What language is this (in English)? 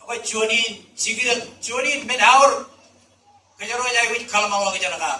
Marshallese